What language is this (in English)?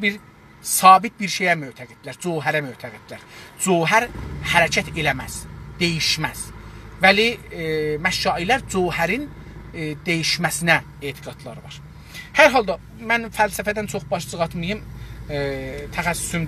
South Azerbaijani